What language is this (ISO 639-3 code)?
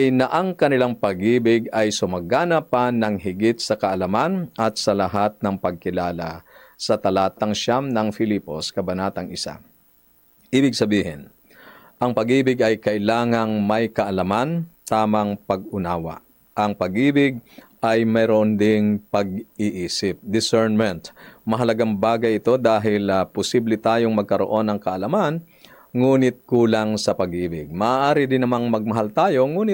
fil